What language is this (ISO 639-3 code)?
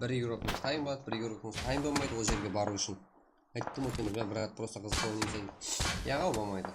kaa